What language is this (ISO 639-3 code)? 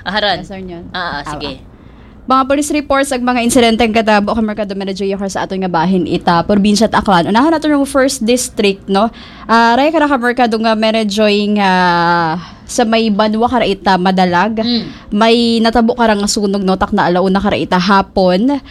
akl